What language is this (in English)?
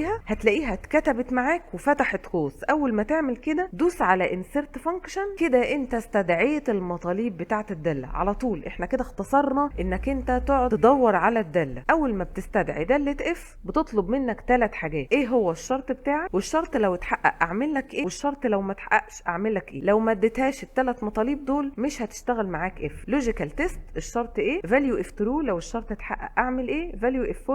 Egyptian Arabic